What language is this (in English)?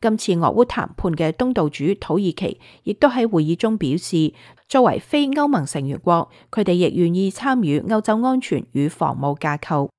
Cantonese